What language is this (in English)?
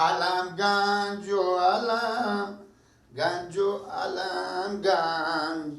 Persian